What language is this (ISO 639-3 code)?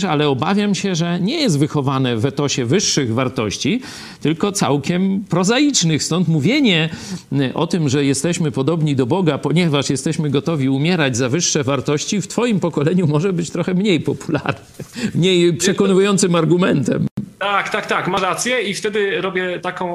pol